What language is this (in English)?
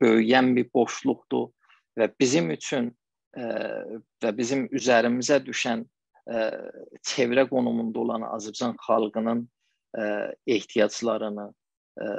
South Azerbaijani